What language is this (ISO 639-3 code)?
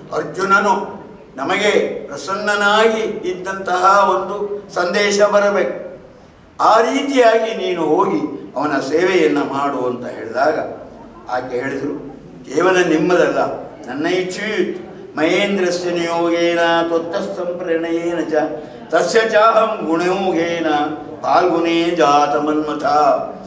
kan